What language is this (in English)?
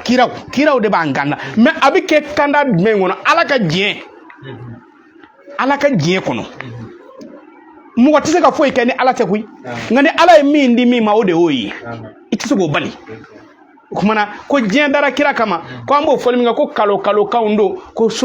Bambara